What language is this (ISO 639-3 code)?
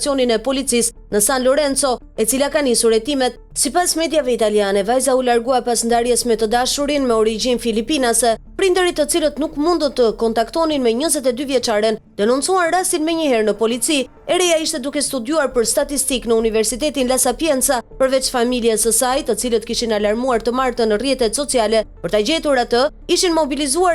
sqi